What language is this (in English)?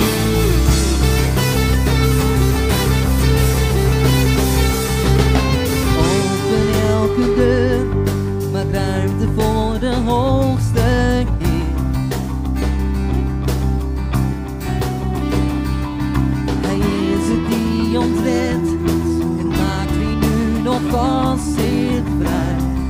Dutch